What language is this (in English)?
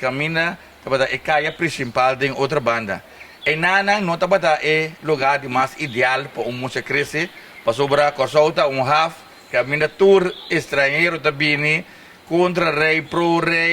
Papiamento